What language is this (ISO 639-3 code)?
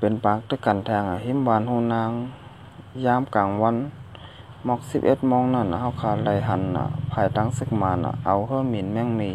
shn